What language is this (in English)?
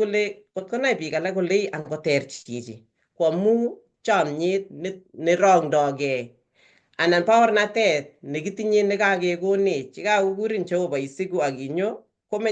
Kalenjin